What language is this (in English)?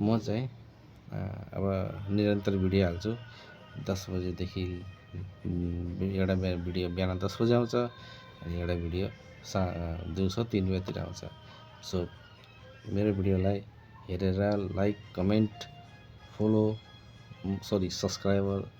Nepali